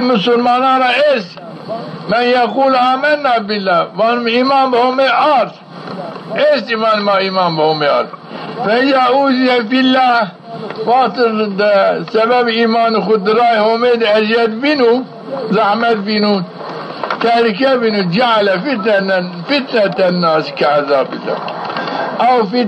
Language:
Zaza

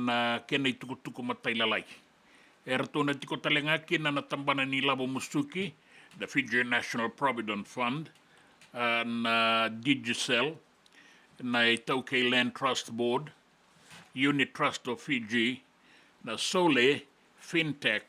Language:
Fijian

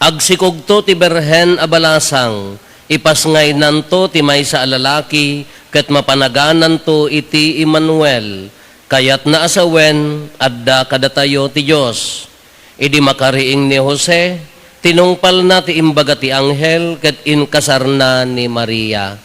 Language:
Iloko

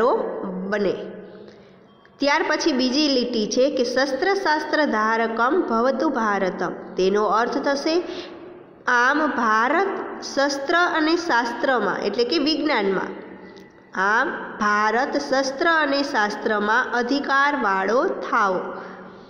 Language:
Gujarati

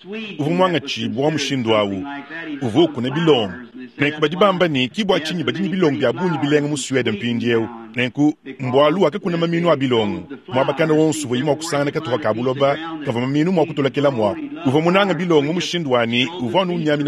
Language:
Luba-Lulua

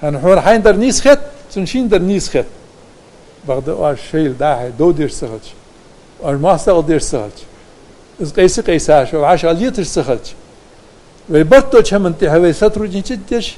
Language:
Ingush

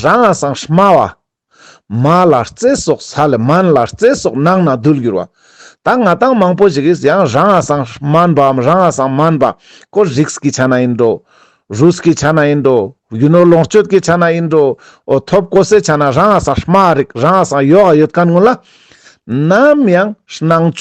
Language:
Ladakhi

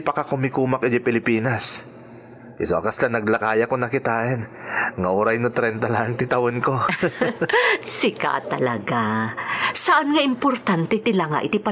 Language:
Iloko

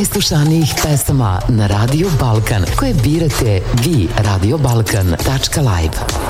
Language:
Serbian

